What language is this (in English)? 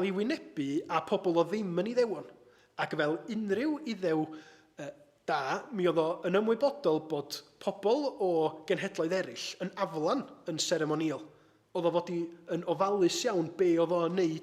Welsh